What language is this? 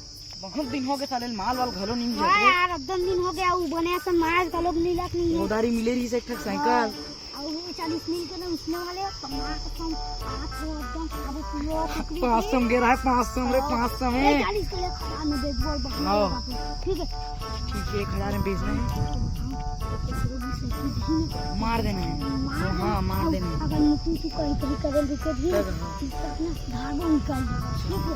Chhattisgarhi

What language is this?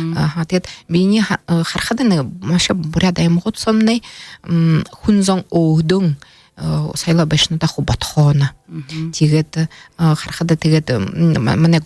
Buriat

